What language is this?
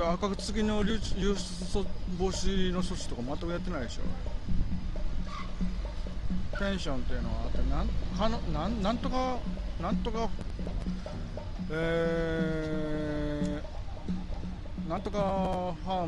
Japanese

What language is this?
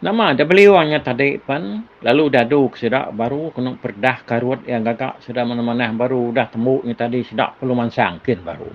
Iban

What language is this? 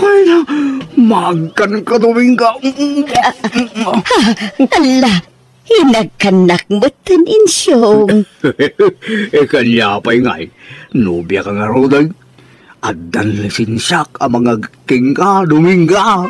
Iloko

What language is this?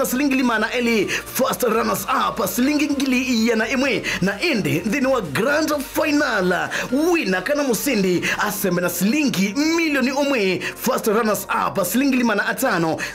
Kamba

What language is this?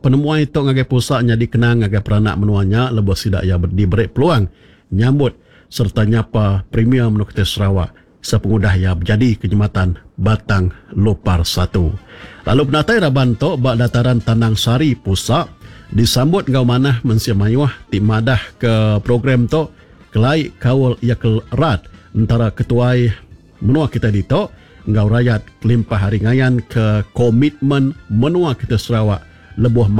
Iban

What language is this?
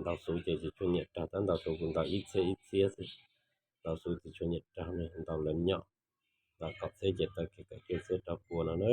Hmong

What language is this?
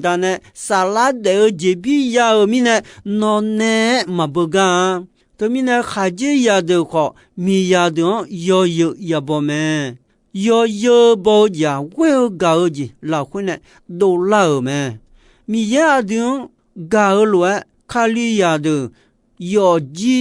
Akha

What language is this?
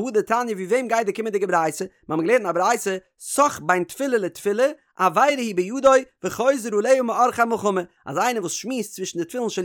Yiddish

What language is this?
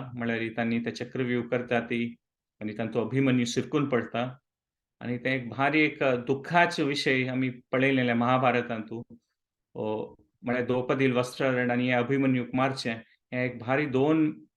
Konkani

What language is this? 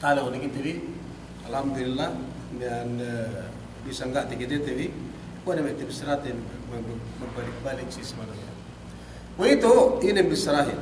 Yakan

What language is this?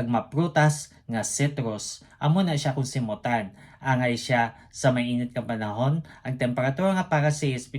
Hiligaynon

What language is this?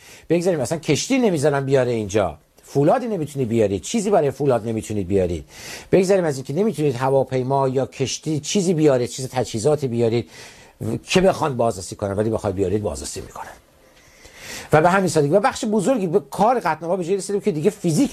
Persian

